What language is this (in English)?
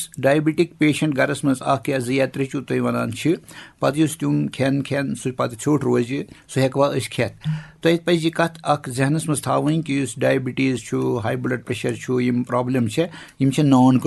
Kashmiri